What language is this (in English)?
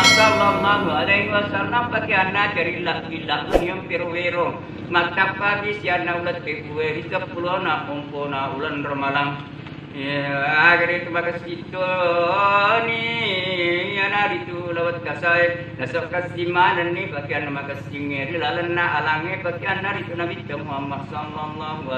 Buginese